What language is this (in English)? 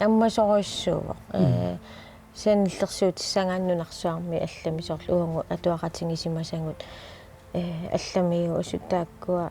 Kalaallisut